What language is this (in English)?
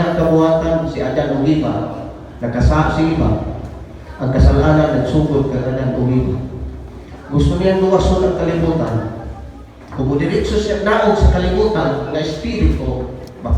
Cebuano